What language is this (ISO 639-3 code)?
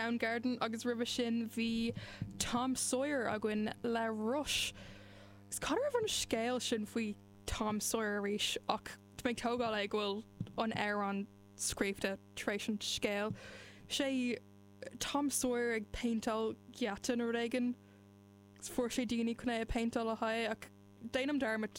gle